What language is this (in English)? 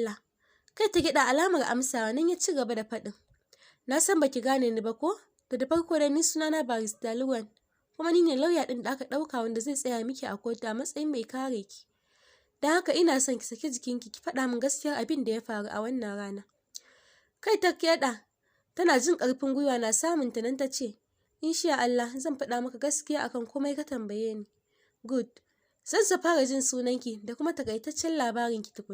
Hausa